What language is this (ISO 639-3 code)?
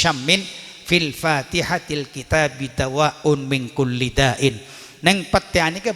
mad